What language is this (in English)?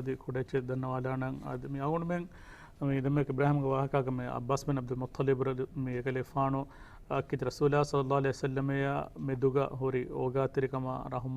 Divehi